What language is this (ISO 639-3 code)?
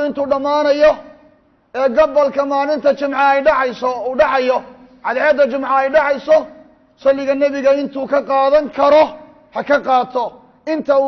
som